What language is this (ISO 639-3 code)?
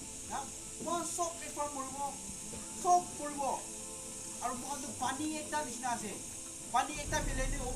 nag